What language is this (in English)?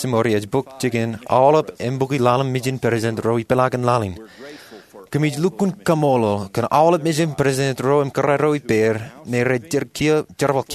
Marshallese